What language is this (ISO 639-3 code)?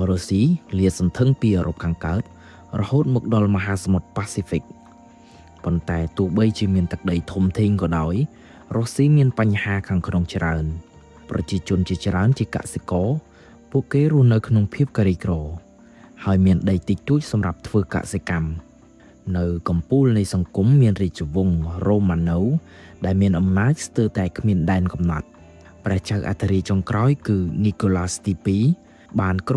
khm